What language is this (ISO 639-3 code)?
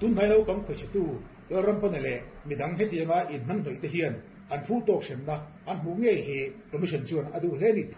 lus